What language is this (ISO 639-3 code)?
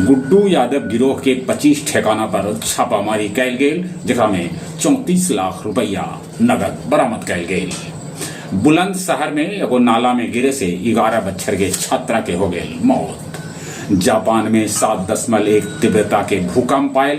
mag